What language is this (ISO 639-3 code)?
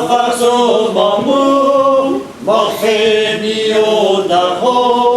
bre